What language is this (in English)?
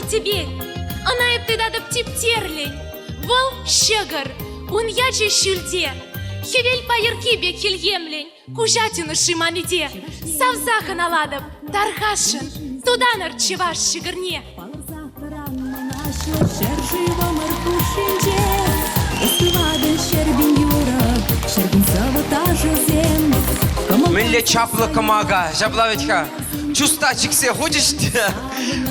Chuvash